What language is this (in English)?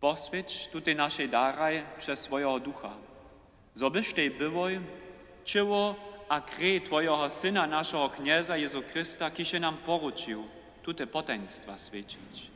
Upper Sorbian